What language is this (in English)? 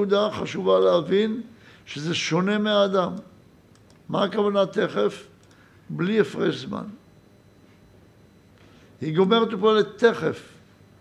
Hebrew